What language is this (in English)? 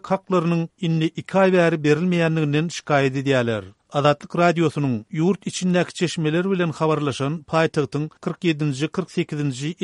Turkmen